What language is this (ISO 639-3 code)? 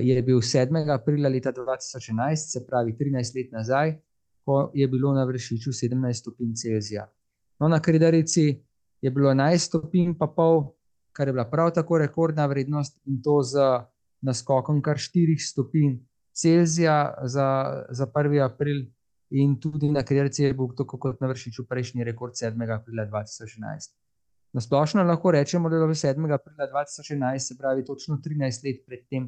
slv